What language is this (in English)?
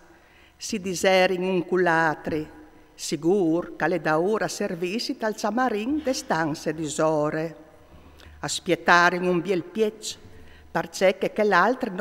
Friulian